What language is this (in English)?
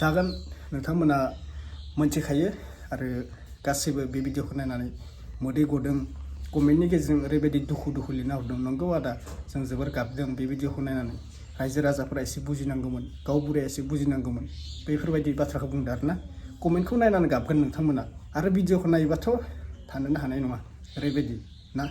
Bodo